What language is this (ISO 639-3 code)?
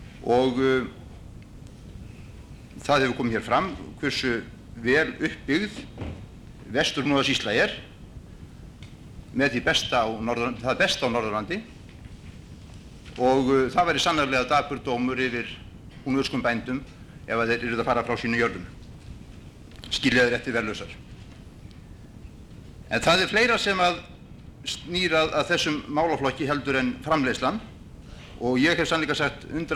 isl